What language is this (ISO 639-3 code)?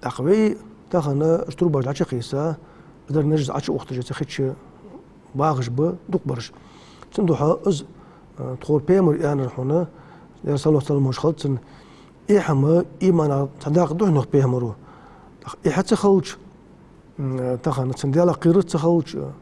inh